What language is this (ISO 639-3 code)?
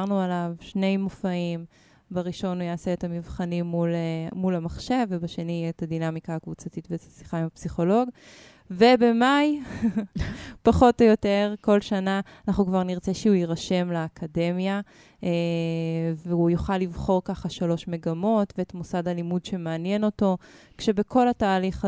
heb